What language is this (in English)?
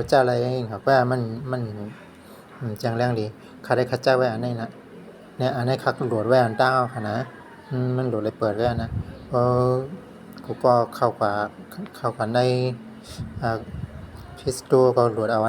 Shan